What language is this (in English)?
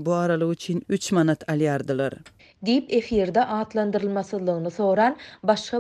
Turkmen